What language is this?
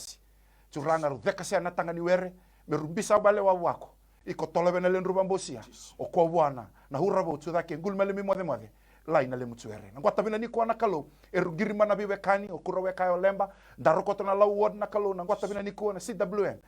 Fijian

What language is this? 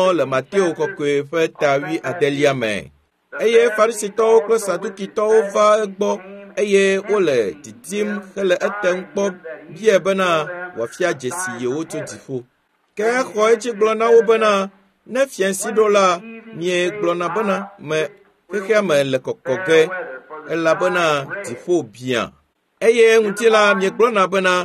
Ewe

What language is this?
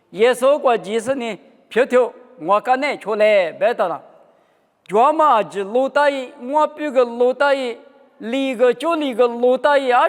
Lisu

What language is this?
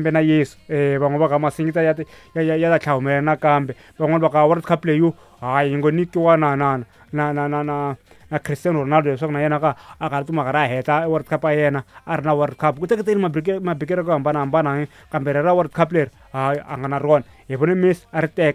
Tsonga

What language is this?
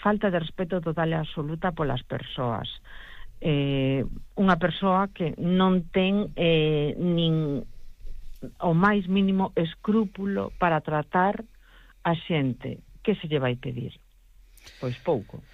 Galician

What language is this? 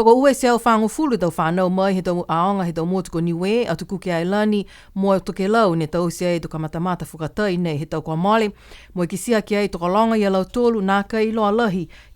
Niuean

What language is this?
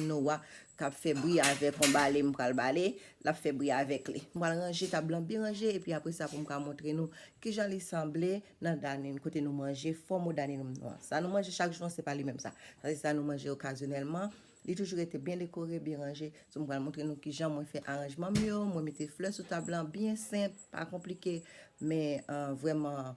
Haitian Creole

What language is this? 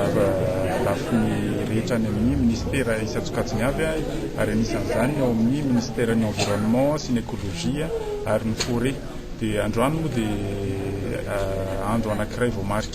Malagasy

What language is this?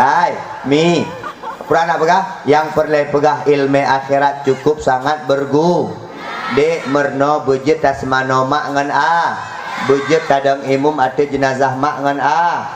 Achinese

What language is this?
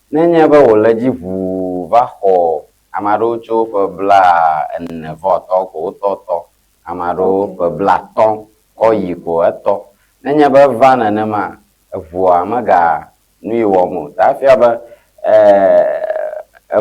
Ewe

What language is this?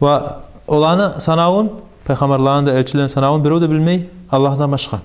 Kumyk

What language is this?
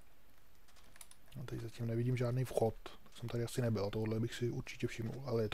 Czech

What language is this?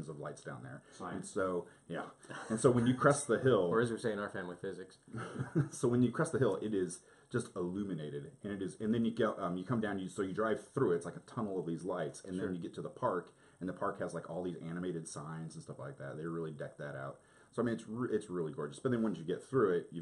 English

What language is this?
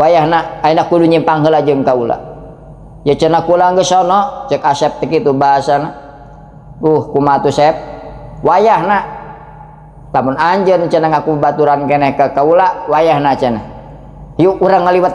Sundanese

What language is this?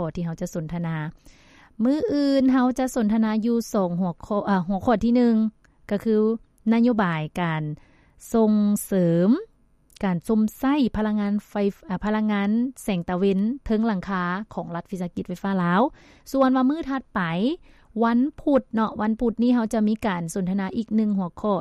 Lao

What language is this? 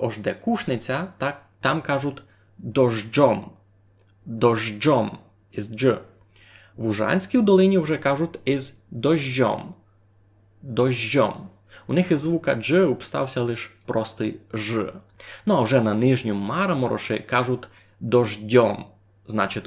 Rusyn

